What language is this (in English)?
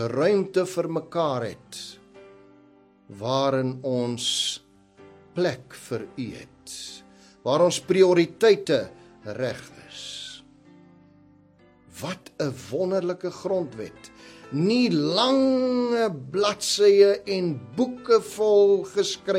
Afrikaans